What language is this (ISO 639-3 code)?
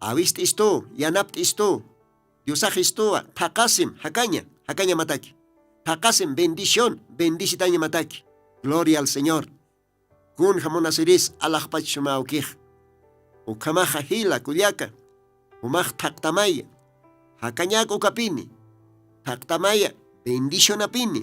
aym